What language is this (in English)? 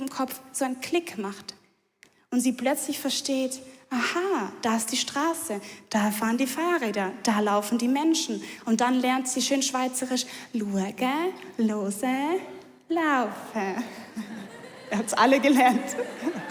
Swiss German